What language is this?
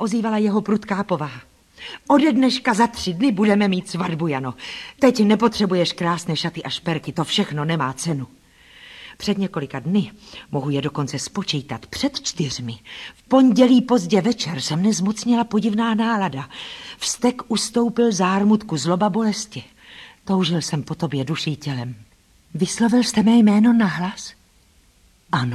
Czech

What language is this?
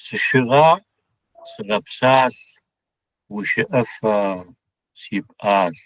Adyghe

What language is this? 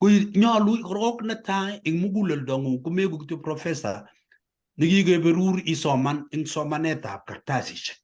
Kalenjin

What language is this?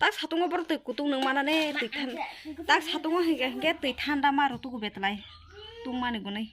Kok Borok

